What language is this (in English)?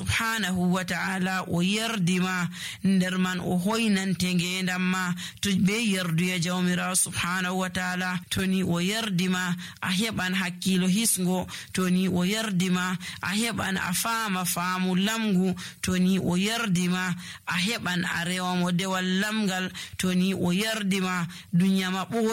Nigerian Fulfulde